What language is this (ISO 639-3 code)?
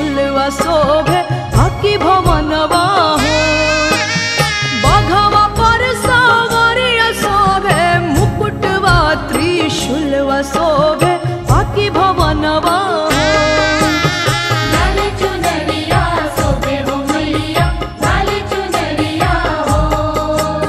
bho